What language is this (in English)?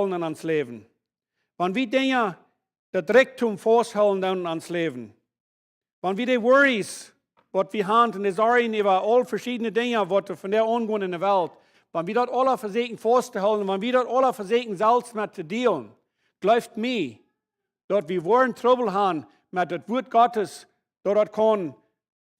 Plautdietsch